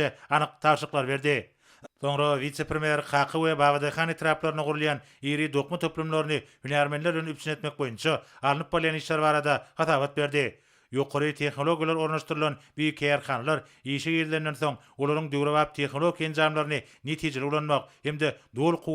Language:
Turkmen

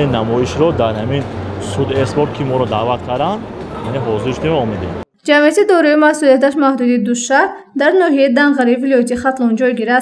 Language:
Tajik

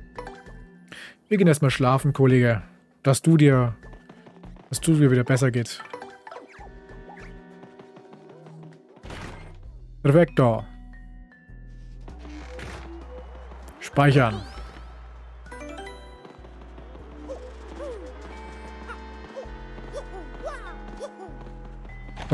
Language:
German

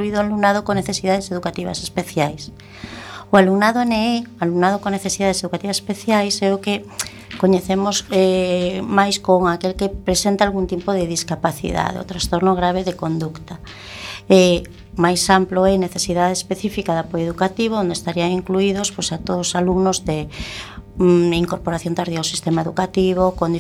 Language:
Galician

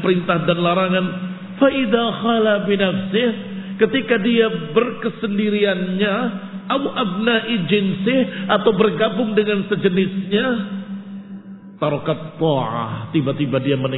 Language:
Indonesian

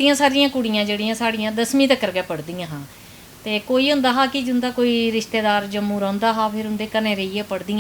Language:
Dogri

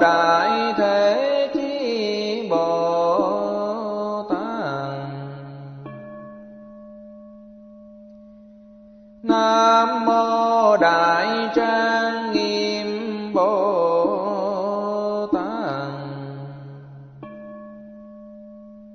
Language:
Vietnamese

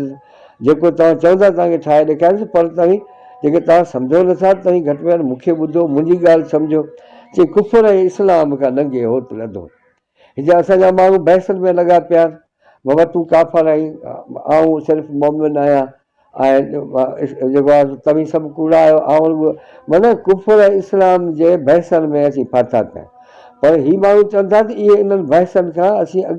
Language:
Sindhi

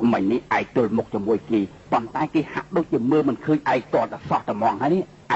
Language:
Khmer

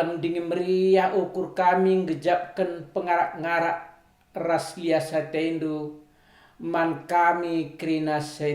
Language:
Batak Karo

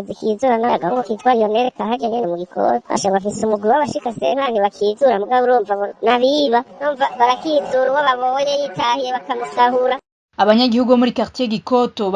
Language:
Rundi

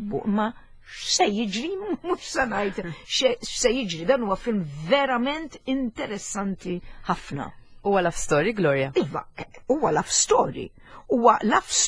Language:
Maltese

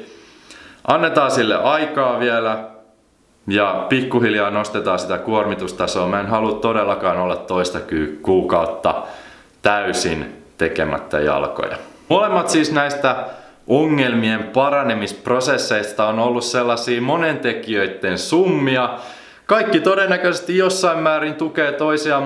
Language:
Finnish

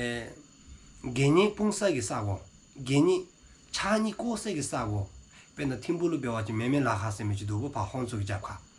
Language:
Dzongkha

